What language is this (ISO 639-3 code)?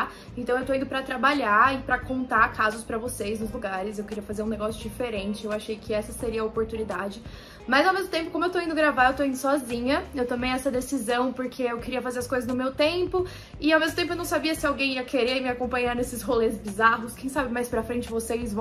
por